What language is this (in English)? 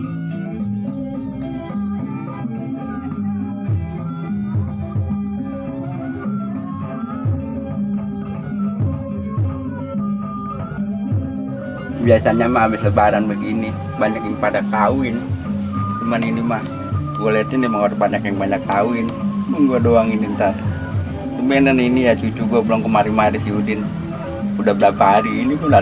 Betawi